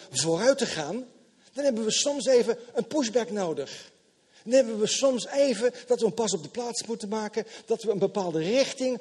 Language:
Dutch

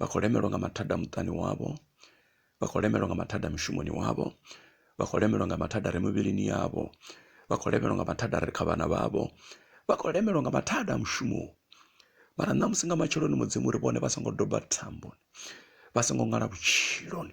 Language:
Venda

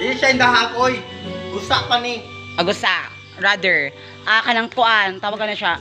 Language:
Cebuano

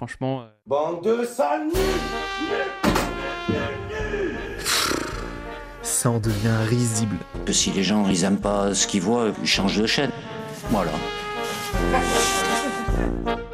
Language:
French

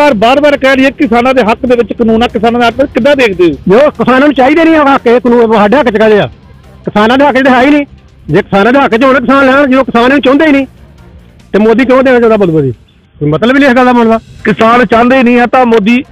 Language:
Punjabi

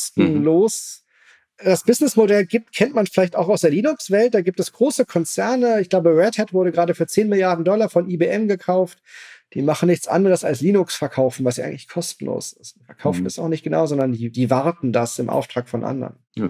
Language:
German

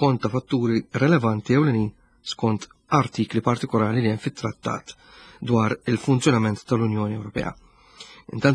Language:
Maltese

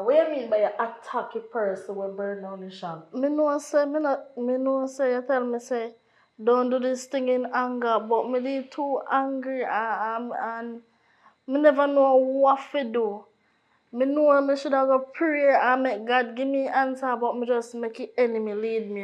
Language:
Jamaican Creole English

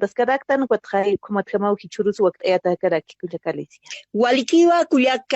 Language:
Aymara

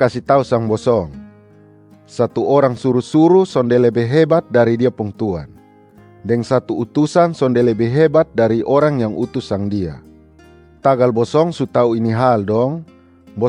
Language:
Kupang Malay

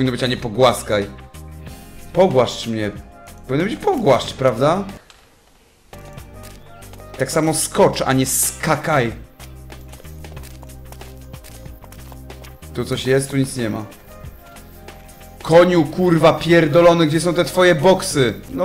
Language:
Polish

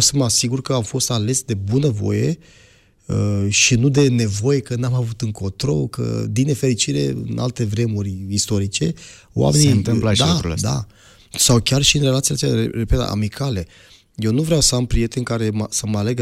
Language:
Romanian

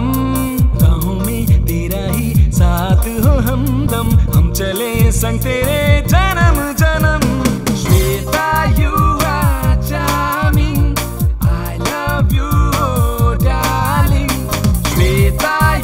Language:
Hindi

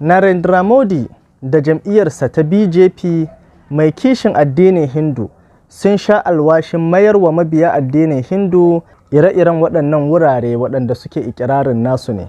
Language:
Hausa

